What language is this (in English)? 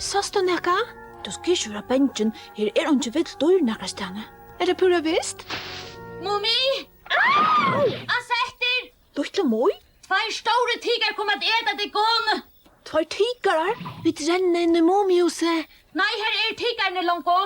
Faroese